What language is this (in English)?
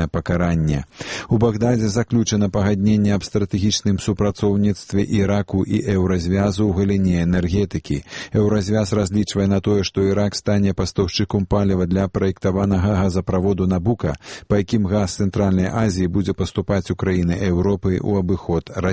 Belarusian